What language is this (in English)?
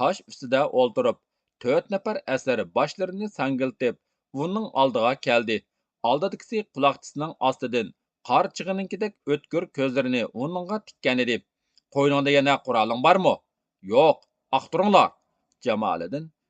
Uyghur